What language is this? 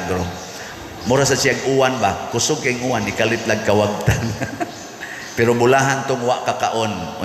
Cebuano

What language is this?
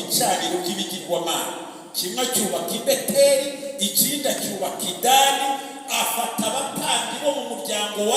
Kinyarwanda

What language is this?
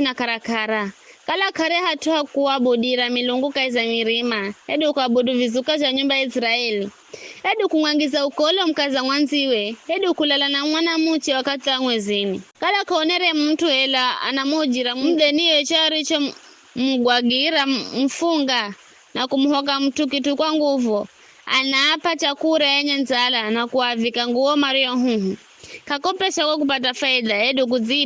Giryama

